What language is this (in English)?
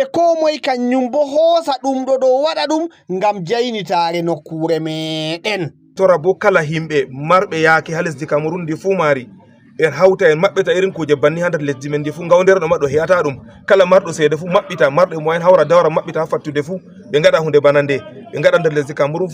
Fula